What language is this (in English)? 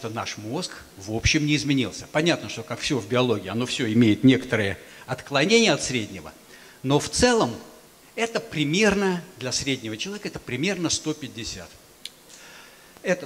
Russian